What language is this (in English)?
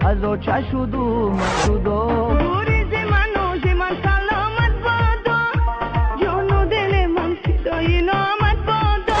Tajik